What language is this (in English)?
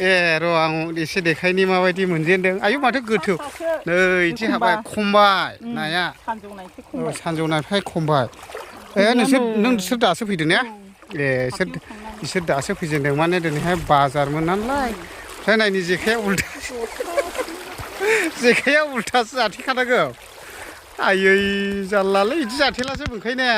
Bodo